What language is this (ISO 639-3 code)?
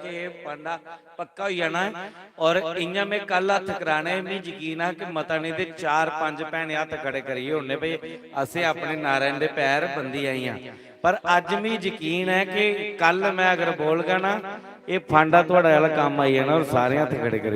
doi